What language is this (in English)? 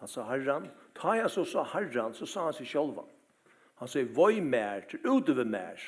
Faroese